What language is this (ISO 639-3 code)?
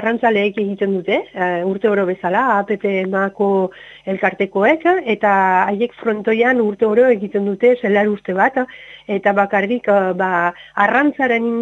eus